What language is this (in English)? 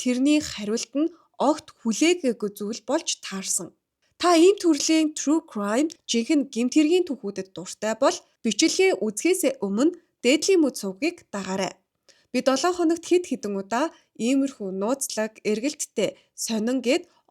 Mongolian